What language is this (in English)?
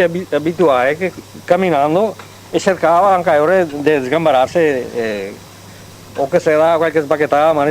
Venetian